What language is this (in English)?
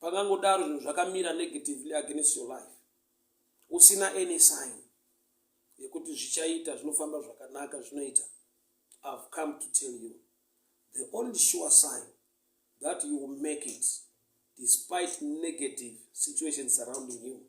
Shona